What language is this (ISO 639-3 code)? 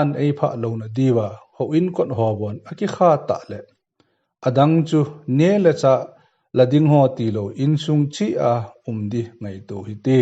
tcz